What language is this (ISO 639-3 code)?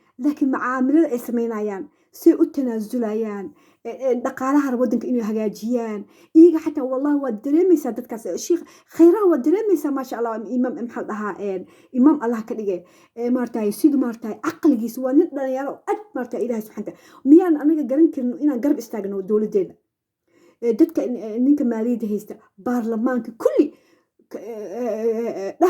som